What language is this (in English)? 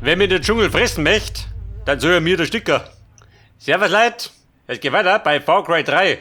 Bavarian